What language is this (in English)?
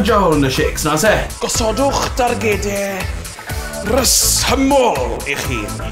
Welsh